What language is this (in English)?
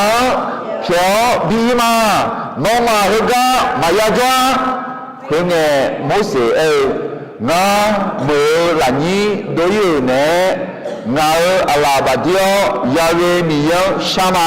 Akha